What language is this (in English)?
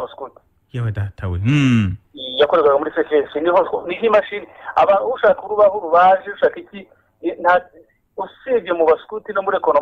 Kinyarwanda